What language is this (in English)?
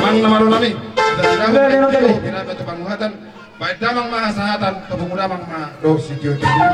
Batak Toba